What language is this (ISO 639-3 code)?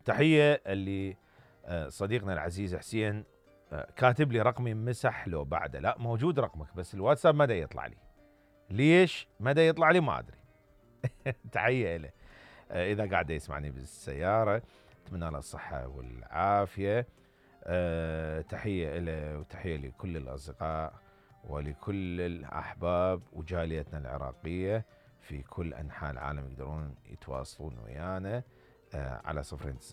acm